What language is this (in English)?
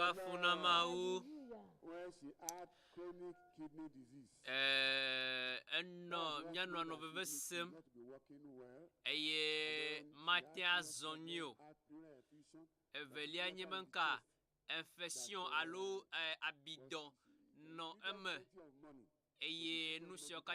Ewe